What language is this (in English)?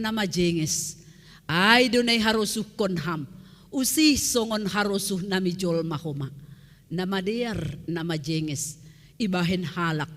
Batak Simalungun